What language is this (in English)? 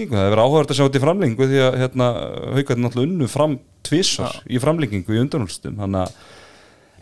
Icelandic